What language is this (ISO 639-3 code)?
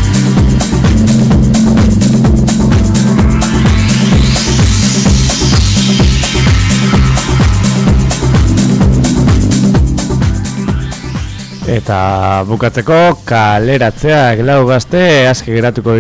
eus